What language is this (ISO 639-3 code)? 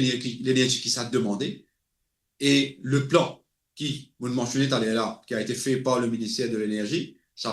mfe